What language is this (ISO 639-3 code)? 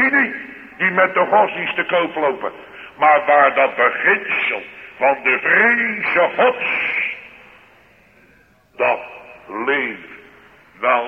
nld